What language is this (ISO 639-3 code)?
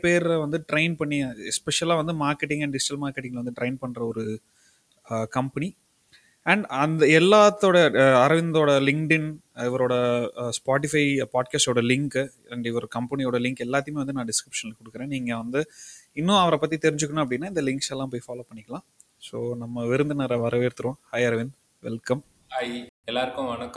tam